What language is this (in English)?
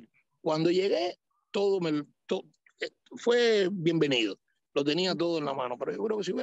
Spanish